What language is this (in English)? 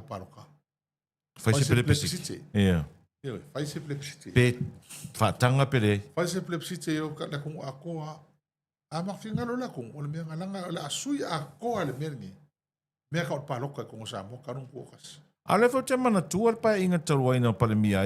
Samoan